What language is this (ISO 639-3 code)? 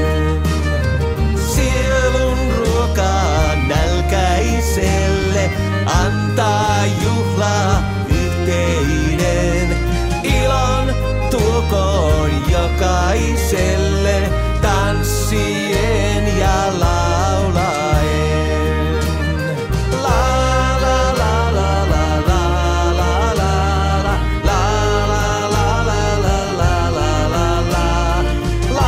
fin